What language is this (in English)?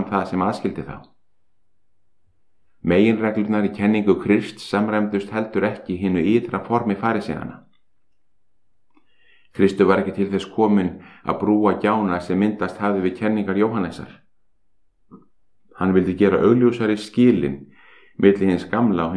Icelandic